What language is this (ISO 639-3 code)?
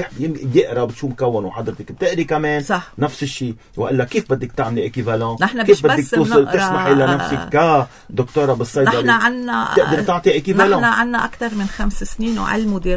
apc